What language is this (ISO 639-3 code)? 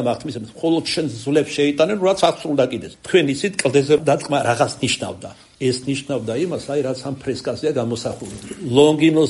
kat